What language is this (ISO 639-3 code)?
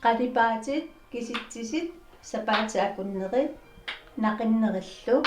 kal